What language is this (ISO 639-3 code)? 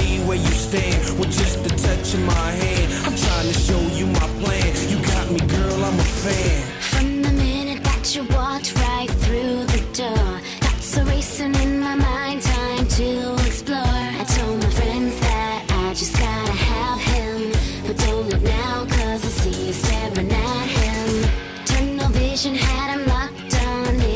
eng